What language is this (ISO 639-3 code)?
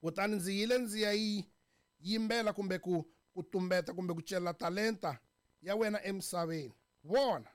tso